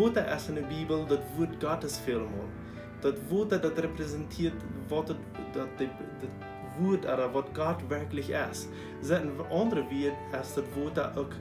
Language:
Plautdietsch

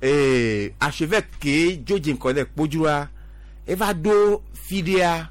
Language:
Gen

